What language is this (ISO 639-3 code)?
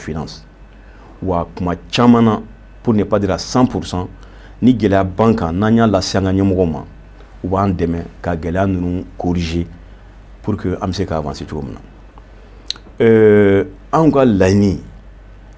bam